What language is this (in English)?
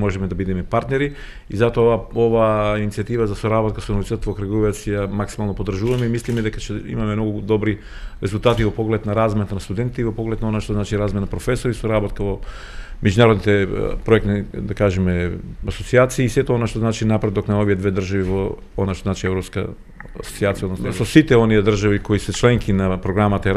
Macedonian